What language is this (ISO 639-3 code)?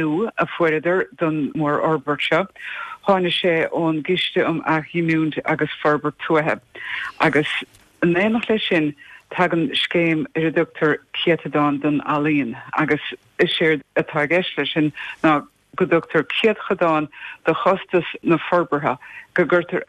gle